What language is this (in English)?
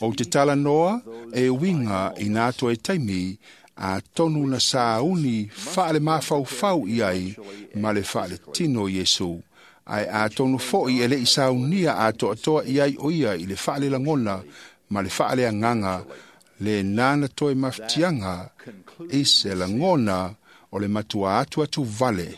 Samoan